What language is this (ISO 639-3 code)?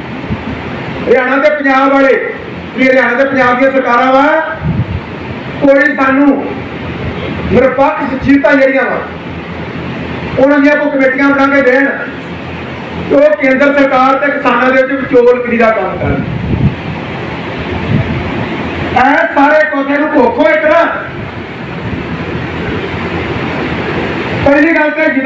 pan